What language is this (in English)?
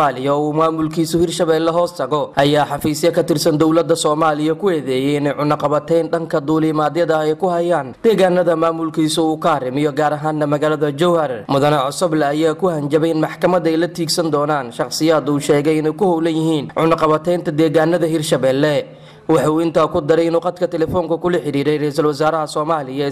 Somali